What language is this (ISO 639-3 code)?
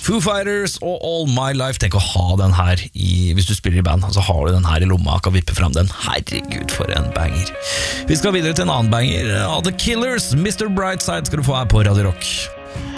nor